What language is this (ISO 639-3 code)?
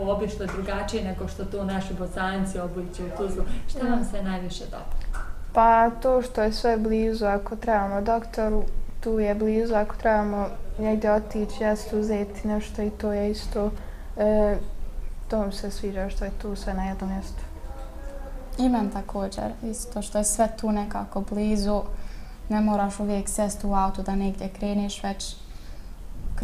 bos